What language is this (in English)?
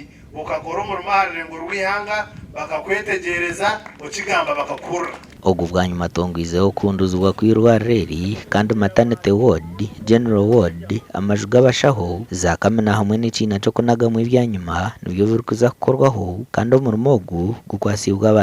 Nyankole